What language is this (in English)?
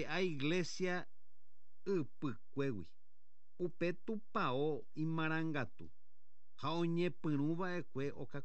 Guarani